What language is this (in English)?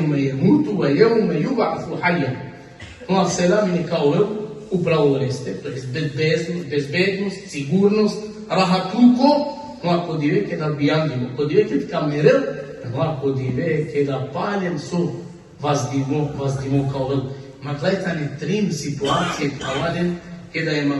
Balkan Romani